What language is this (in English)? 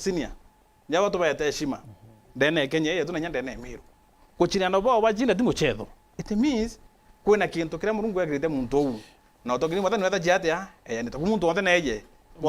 Meru